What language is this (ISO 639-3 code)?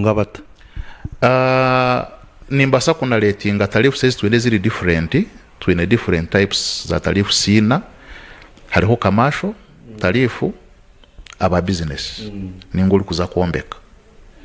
nyn